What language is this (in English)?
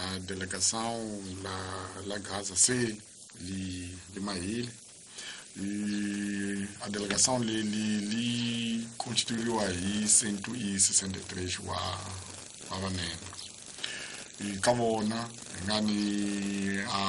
Tsonga